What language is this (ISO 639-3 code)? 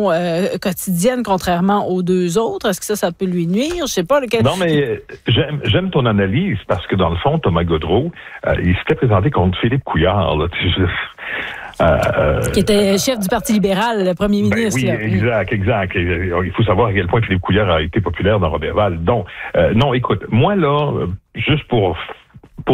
fra